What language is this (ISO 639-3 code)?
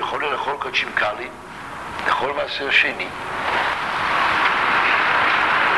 heb